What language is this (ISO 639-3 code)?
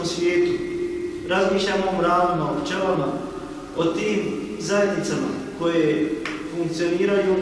bos